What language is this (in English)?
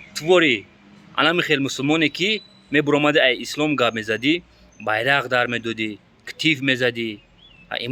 Tajik